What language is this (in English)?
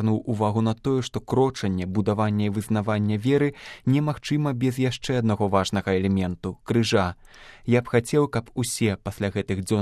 Belarusian